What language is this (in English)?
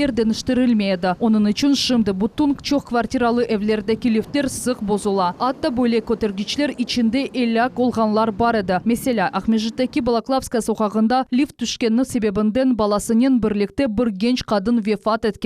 Crimean Tatar